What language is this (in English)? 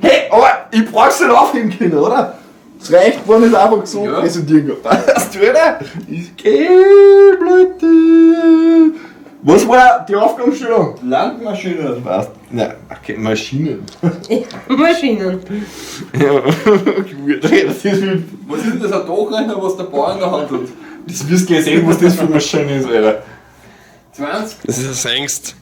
Bavarian